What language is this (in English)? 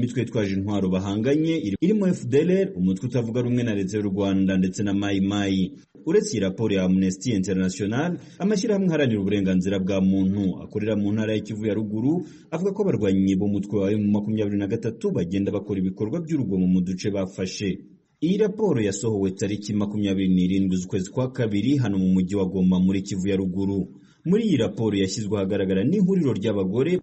Kinyarwanda